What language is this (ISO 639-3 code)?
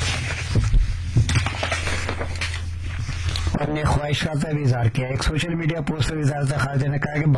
urd